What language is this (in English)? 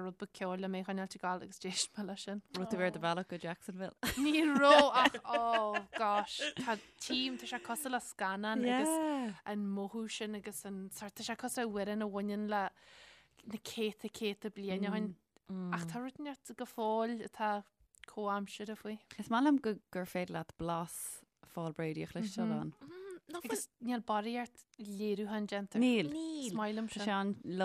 Irish